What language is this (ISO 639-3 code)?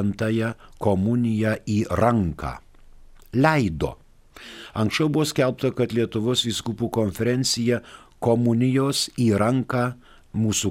lit